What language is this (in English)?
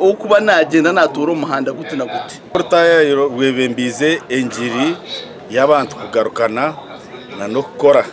Nyankole